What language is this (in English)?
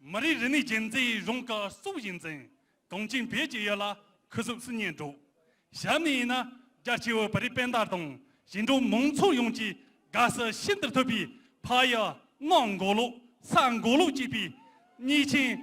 Tibetan